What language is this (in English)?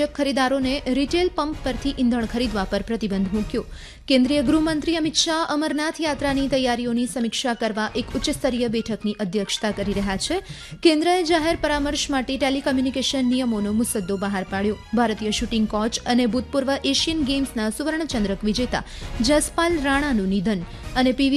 Gujarati